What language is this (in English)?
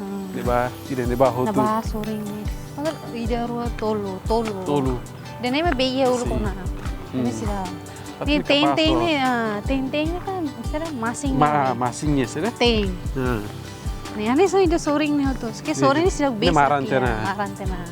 Tetum